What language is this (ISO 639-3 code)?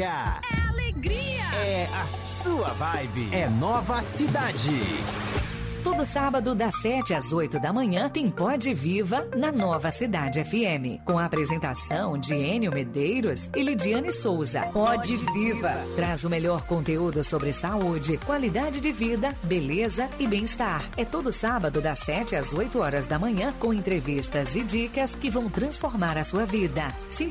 por